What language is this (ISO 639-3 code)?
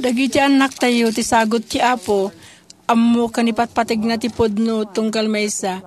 ilo